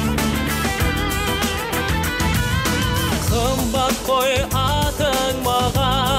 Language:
Kazakh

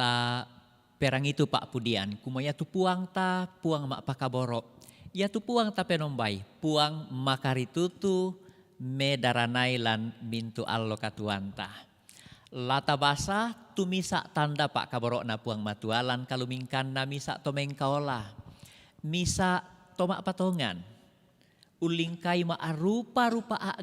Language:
Toraja-Sa'dan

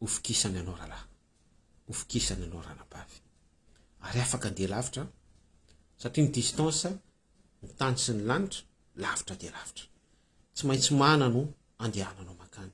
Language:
Malagasy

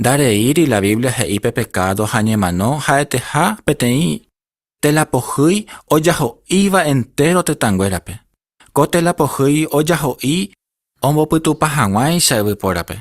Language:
Guarani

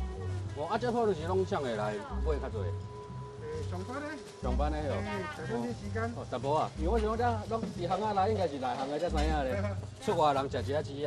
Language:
Min Nan Chinese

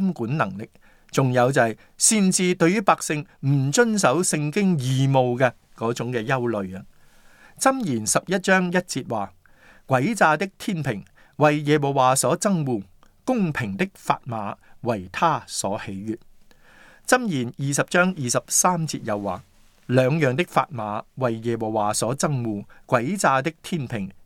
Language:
Cantonese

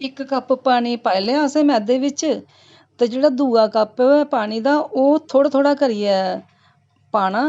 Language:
Dogri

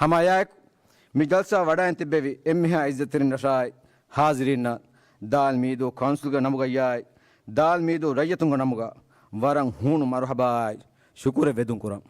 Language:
Divehi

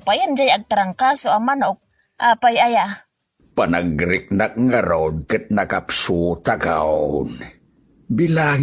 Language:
Iloko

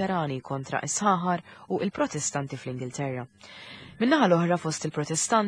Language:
Maltese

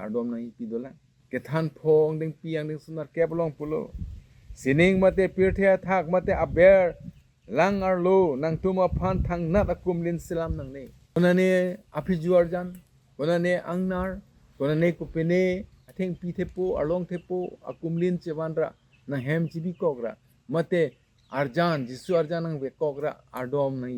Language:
Karbi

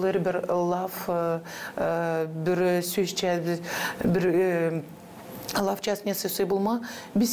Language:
Gagauz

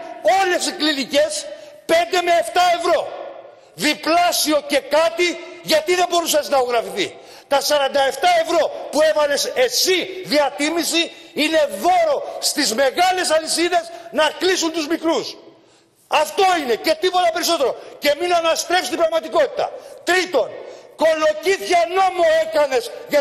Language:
Greek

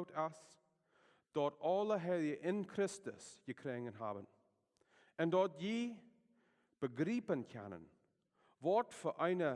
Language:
Plautdietsch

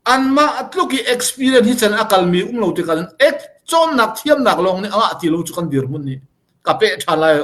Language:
Hakha Chin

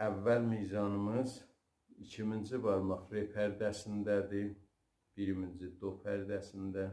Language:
South Azerbaijani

